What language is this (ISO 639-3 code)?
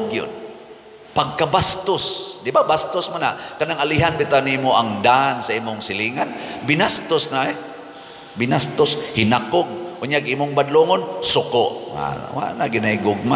ceb